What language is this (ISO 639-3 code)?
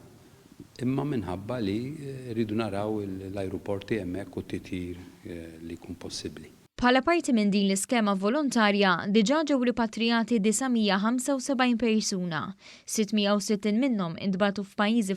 mlt